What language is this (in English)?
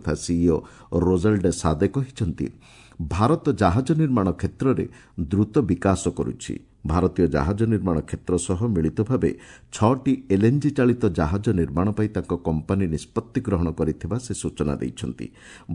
Odia